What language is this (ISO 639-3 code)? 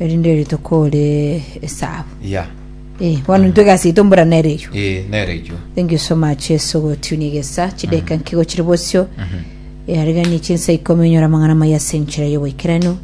guz